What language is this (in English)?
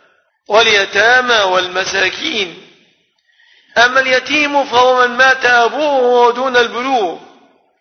Arabic